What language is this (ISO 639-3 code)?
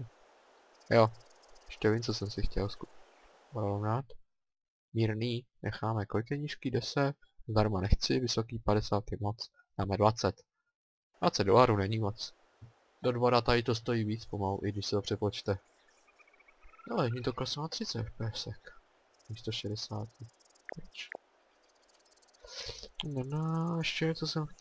ces